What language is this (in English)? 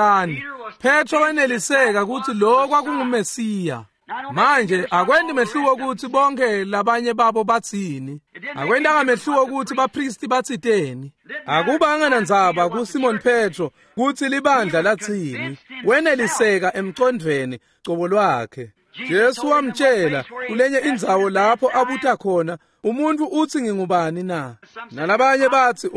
Swati